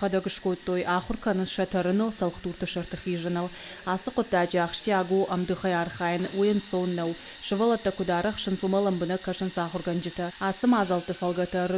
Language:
Ossetic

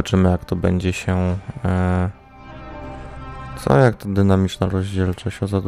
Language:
Polish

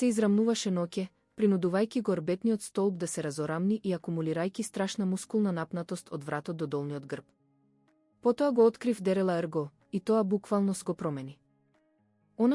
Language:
Macedonian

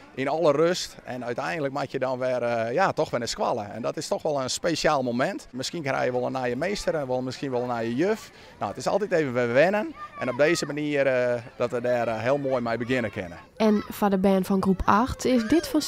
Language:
Western Frisian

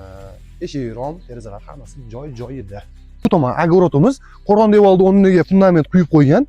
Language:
Uzbek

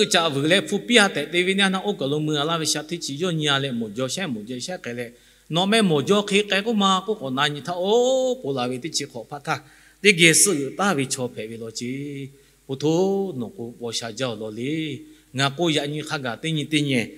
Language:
Lahu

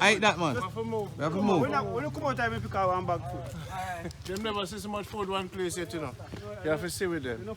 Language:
Jamaican Creole English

